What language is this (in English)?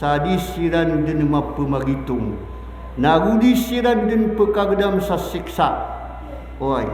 Maranao